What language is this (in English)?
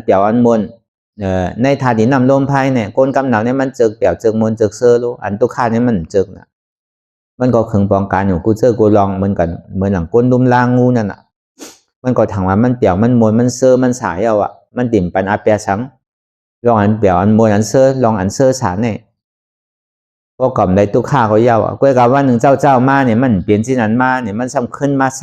Shan